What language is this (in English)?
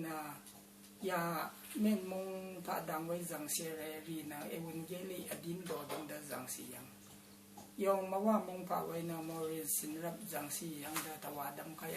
Rawang